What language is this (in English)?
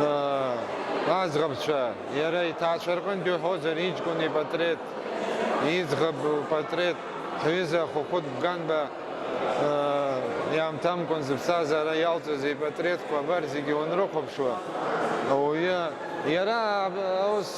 Abkhazian